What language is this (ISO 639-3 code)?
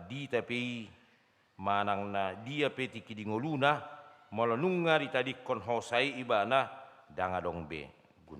bbc